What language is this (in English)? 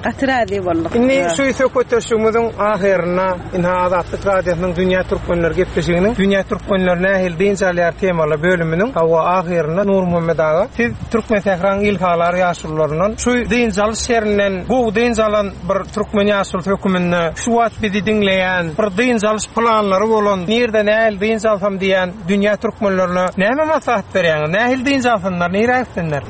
Turkmen